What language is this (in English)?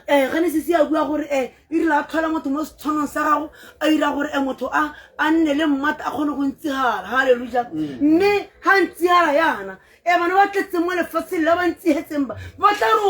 Tswana